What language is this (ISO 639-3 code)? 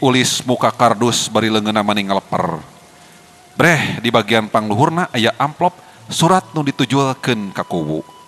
sun